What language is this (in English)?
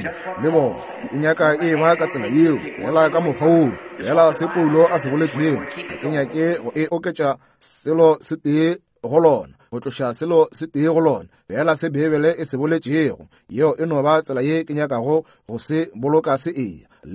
Northern Sotho